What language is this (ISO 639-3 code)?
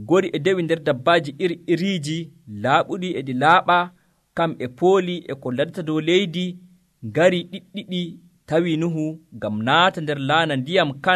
fuv